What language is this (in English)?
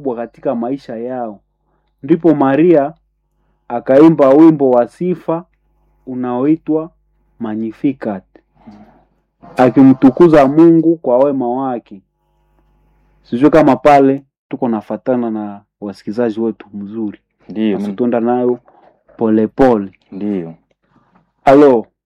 Swahili